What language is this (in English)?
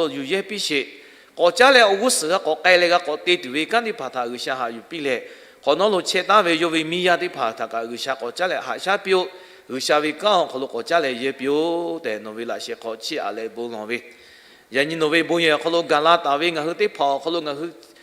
Lahu